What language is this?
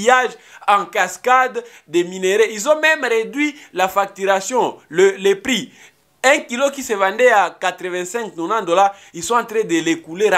French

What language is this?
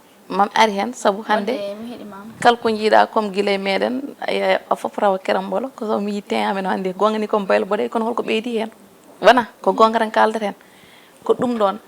Fula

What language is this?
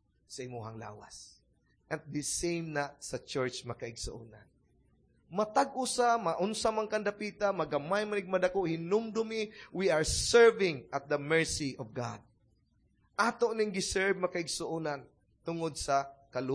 Cebuano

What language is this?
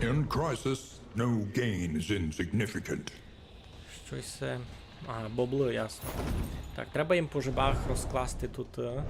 Rusyn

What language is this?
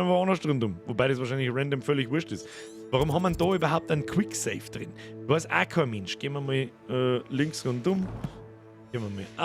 Bavarian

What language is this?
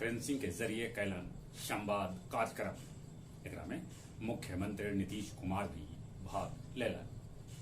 Magahi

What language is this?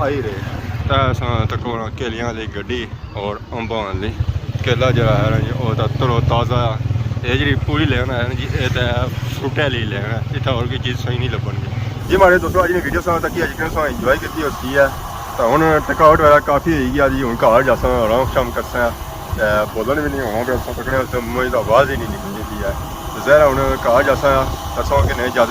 Pahari-Potwari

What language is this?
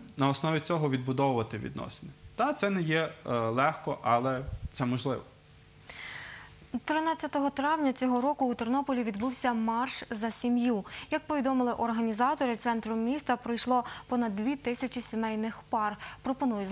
Ukrainian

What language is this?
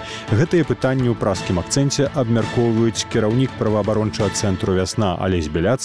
Belarusian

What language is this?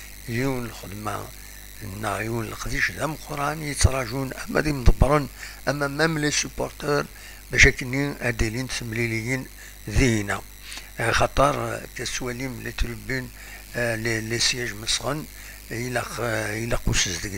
Kabyle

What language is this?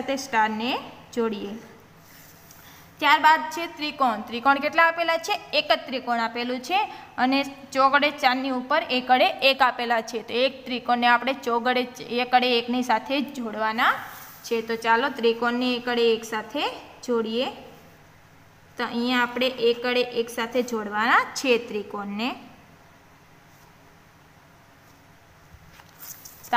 Gujarati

